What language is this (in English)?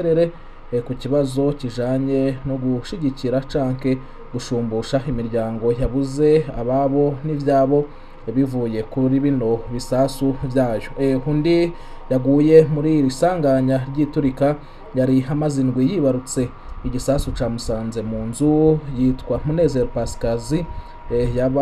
Rundi